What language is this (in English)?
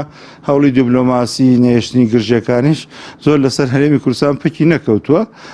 Central Kurdish